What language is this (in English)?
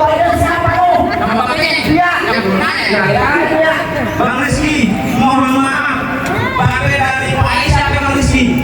Betawi